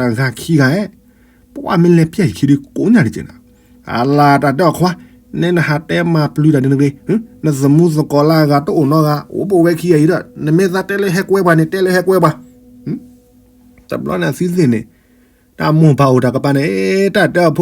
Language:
S'gaw Karen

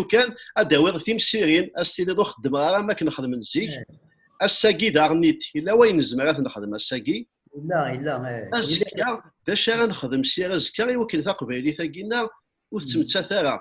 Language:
Kabyle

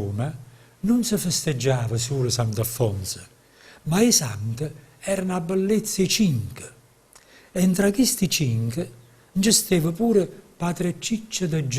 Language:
Neapolitan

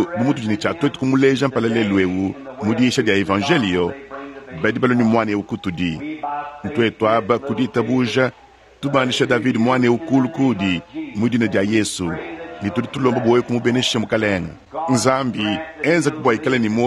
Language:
Luba-Lulua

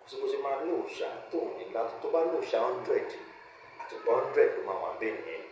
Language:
Yoruba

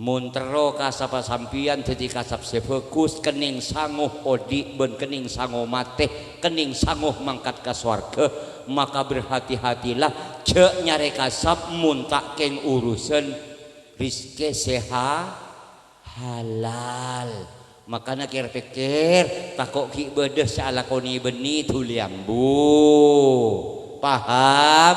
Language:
Madurese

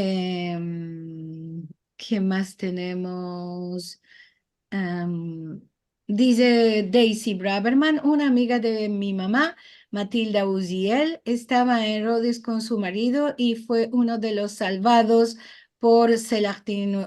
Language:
Ladino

